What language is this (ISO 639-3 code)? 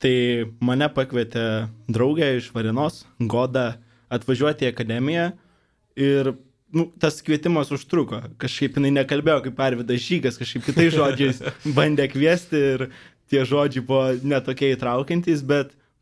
lit